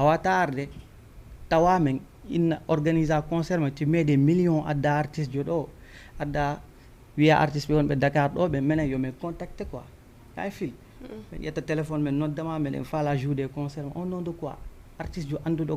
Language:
Fula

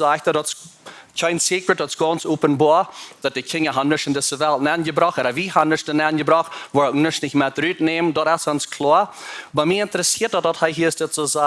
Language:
Plautdietsch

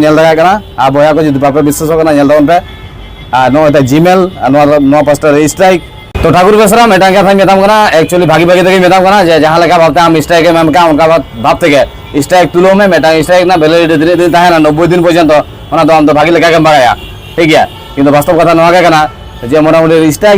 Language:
Santali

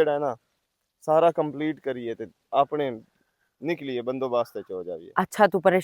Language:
Western Panjabi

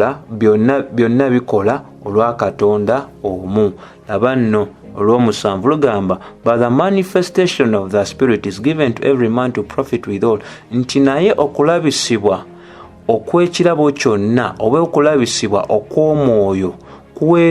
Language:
Ganda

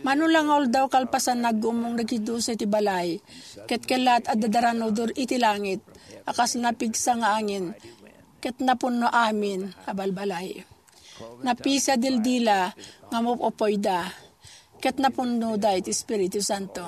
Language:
Iloko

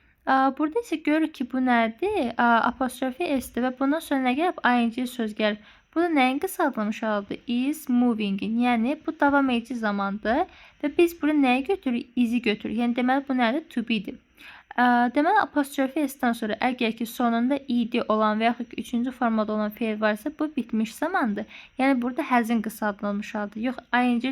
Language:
Azerbaijani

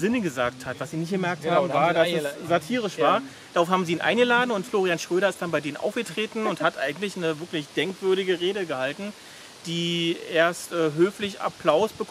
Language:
German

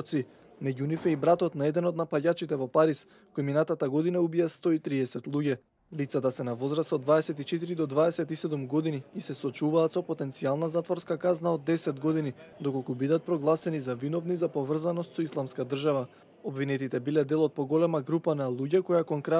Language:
Macedonian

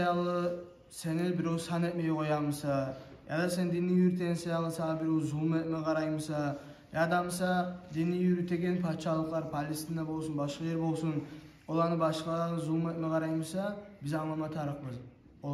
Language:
Kumyk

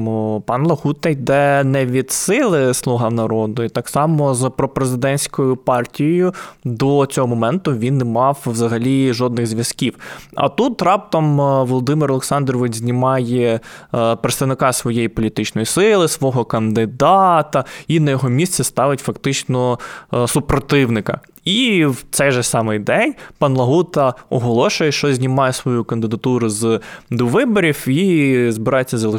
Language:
Ukrainian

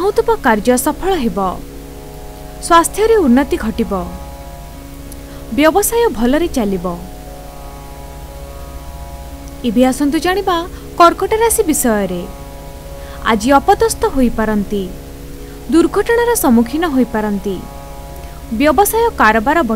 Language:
Odia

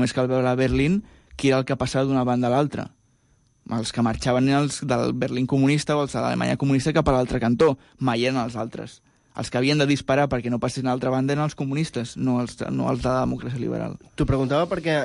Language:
Catalan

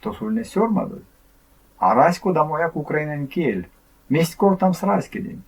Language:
Erzya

